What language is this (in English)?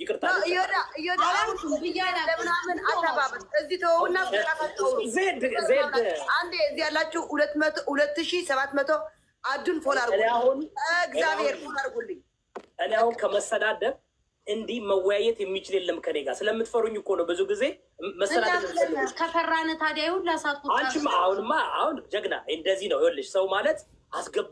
Amharic